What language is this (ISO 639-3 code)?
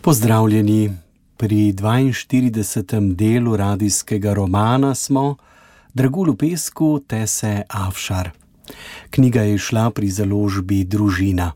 slv